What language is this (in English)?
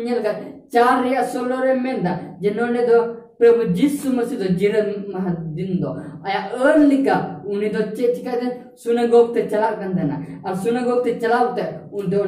Santali